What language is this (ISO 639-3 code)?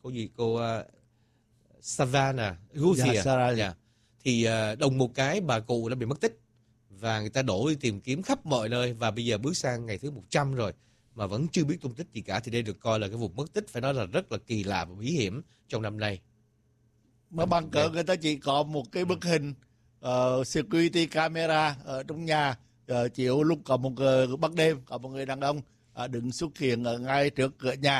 vie